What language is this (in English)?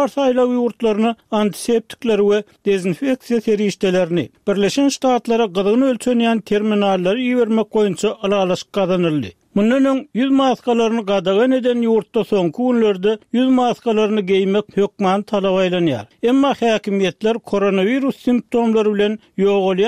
Turkmen